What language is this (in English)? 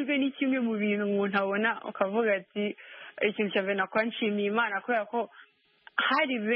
Kinyarwanda